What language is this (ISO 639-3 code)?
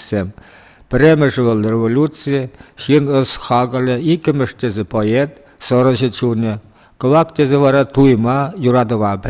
chv